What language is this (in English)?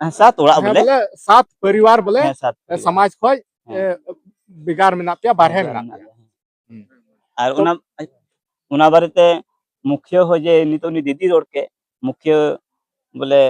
Santali